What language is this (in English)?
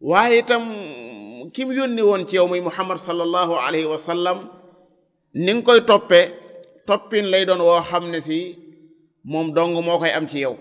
Wolof